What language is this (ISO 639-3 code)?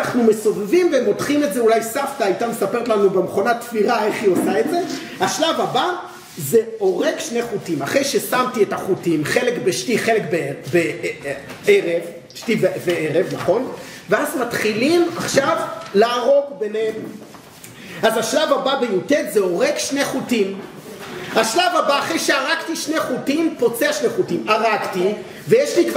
heb